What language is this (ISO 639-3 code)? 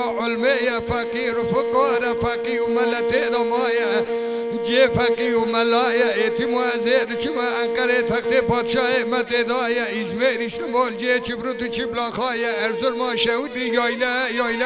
kur